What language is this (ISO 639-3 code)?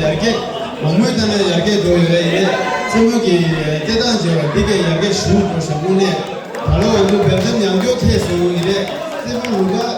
bod